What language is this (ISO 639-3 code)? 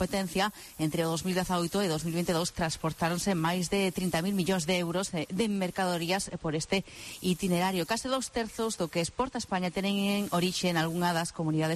glg